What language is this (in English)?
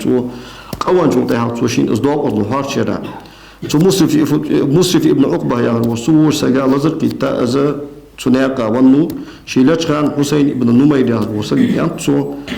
Ingush